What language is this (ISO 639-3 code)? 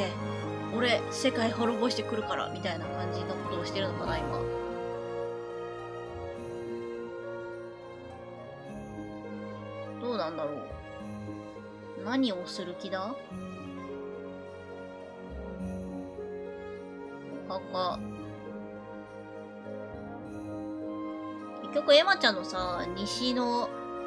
jpn